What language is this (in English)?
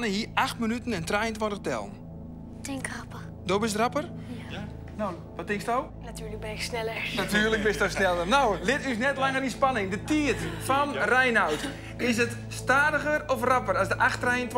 Western Frisian